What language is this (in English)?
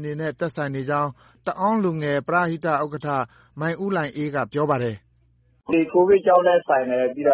Burmese